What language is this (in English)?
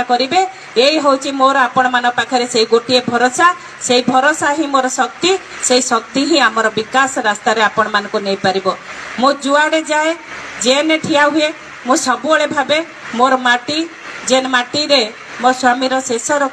Odia